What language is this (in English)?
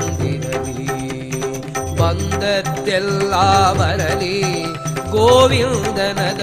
Kannada